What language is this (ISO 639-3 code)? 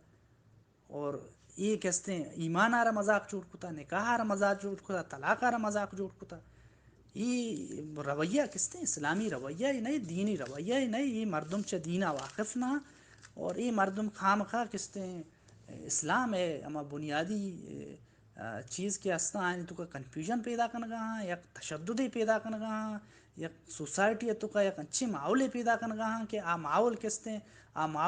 bal